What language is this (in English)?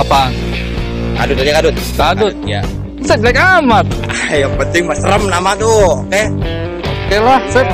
Betawi